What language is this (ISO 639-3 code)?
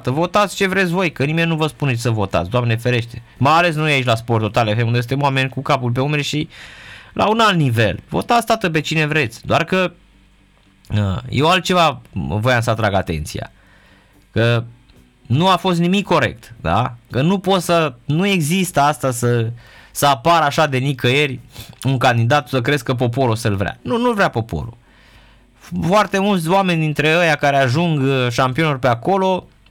ron